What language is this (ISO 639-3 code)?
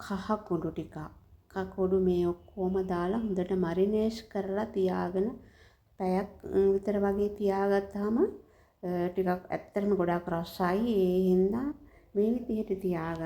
sin